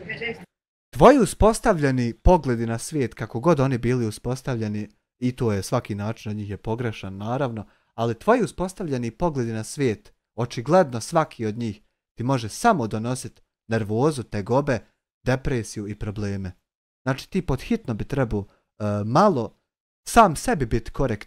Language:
Bosnian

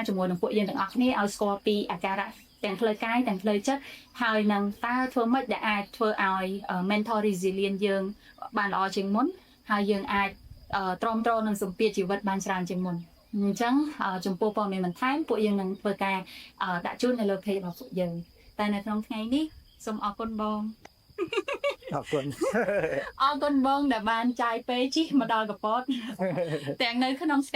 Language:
Khmer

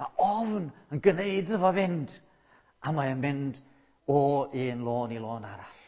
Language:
Welsh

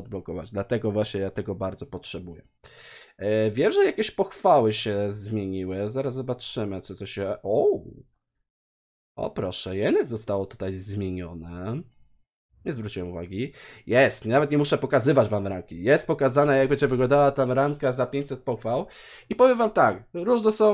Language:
Polish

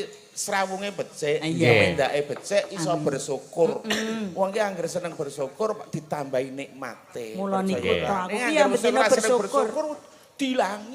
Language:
Javanese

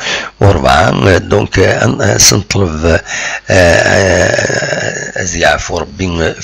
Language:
Kabyle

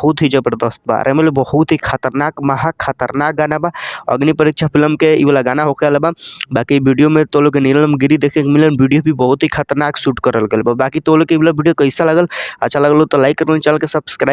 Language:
Bhojpuri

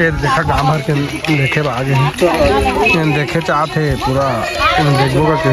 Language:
Chhattisgarhi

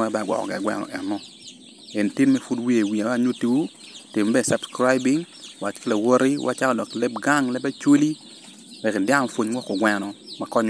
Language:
Acoli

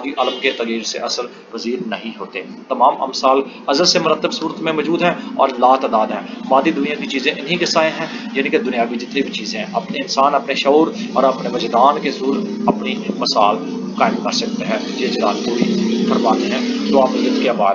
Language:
Urdu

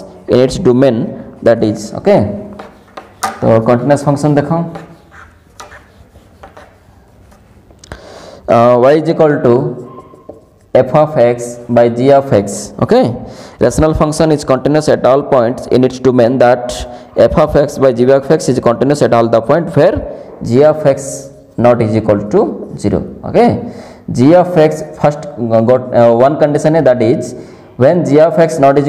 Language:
Hindi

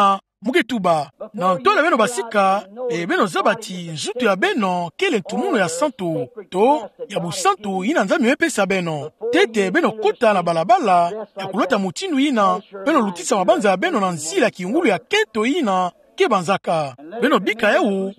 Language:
Kituba (Democratic Republic of Congo)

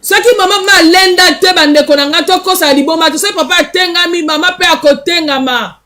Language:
Lingala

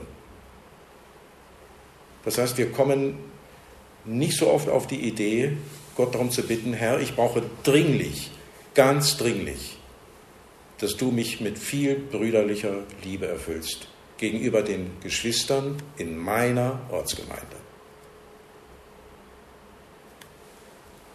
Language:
German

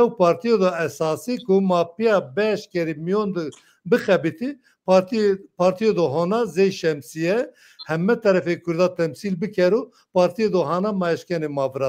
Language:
Zaza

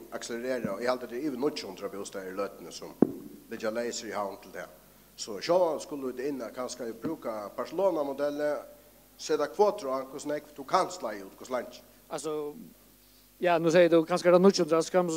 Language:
Faroese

